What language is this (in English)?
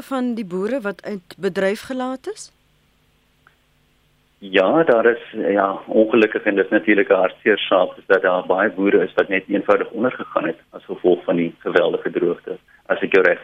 Afrikaans